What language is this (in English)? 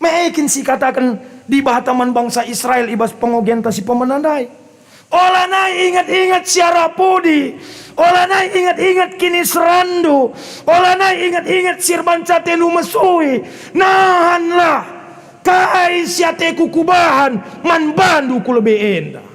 Batak Karo